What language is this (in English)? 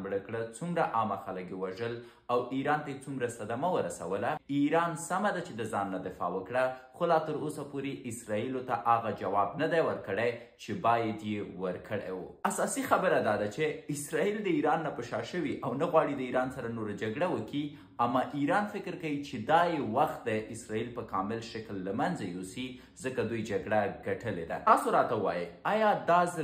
Pashto